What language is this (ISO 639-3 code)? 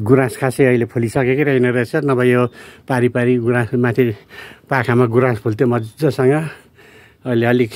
nep